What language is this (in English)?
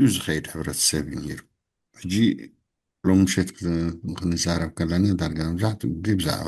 Tigrinya